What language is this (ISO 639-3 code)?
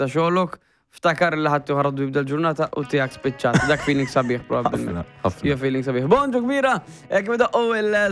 mlt